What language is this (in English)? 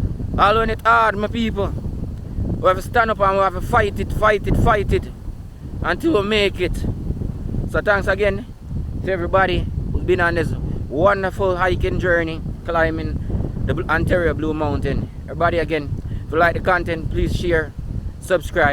Jamaican Creole English